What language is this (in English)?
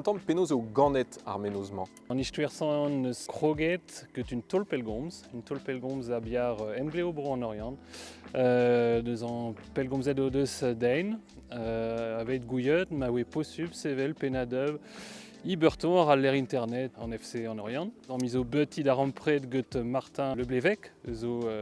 Breton